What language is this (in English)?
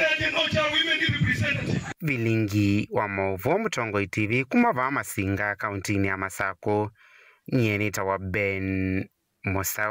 Kamba